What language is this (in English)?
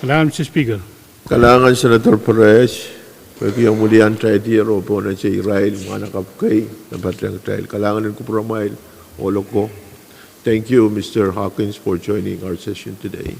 Pohnpeian